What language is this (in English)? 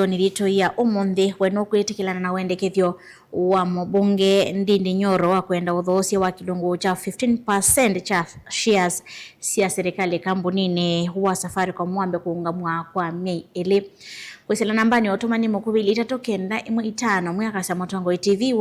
Kamba